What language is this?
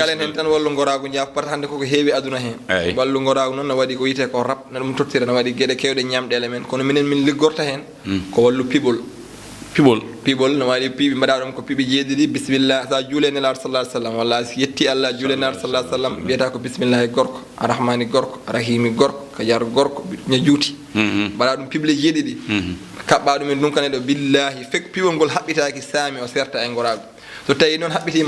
Fula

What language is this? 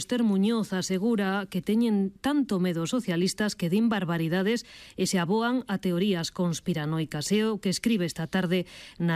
Galician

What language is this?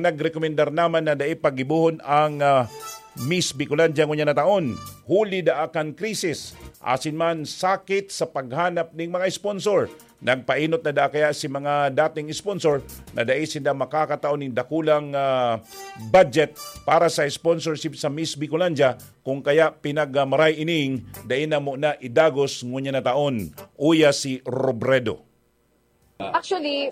Bikol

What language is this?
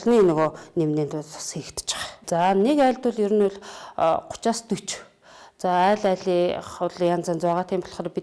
Mongolian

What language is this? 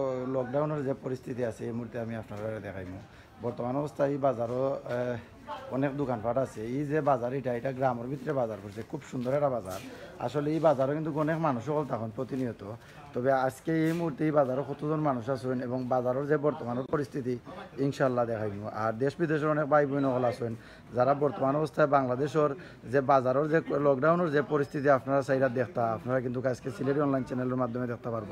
Sylheti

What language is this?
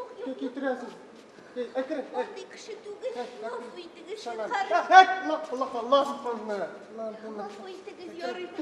Tatar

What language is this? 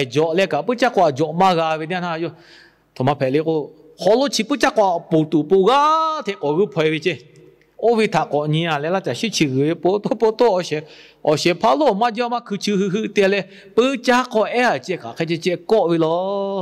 Lahu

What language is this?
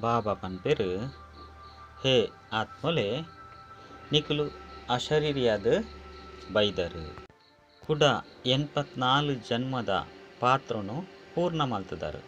Tulu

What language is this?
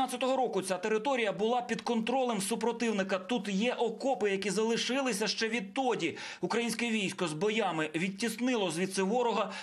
Ukrainian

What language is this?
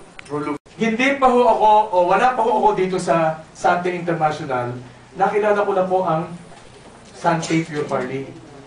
Filipino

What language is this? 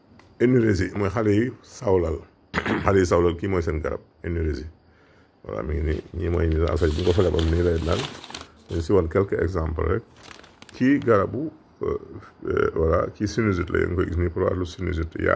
Wolof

